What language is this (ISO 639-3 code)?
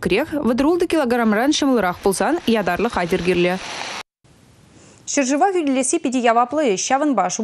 chv